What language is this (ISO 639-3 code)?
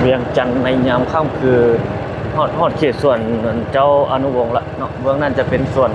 lao